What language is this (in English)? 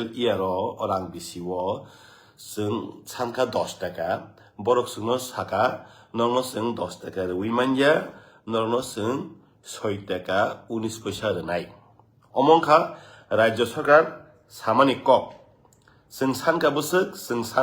Kok Borok